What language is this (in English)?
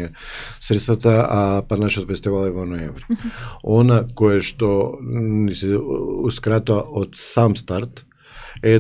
Macedonian